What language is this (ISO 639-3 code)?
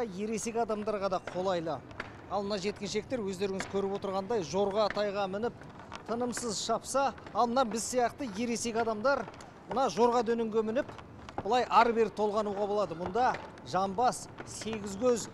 kaz